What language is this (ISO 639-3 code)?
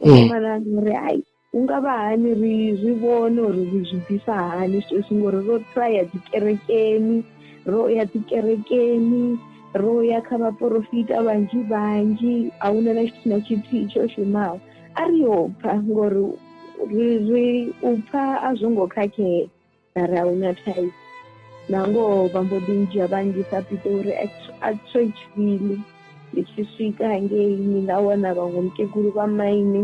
ven